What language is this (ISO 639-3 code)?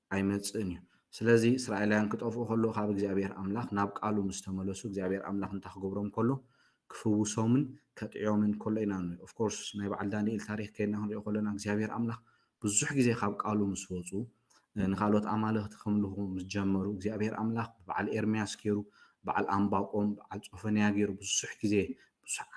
tir